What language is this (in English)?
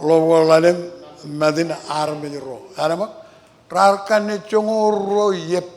Marshallese